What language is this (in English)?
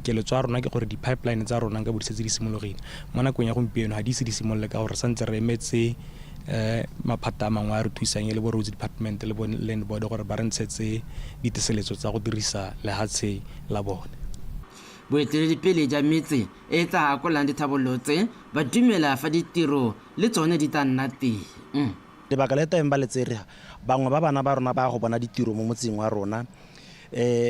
Tswana